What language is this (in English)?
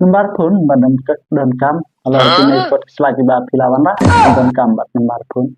Khasi